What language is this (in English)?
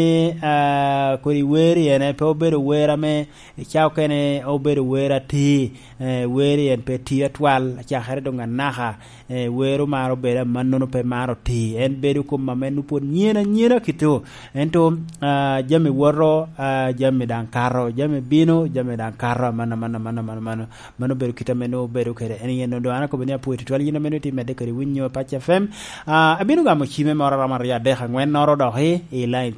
Lango (Uganda)